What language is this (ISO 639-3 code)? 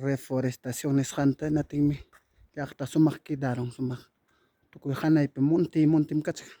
quy